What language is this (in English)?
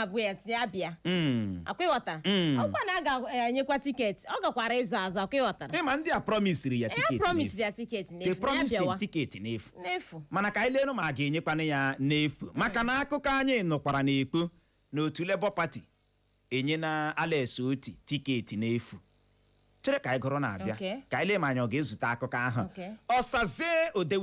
Igbo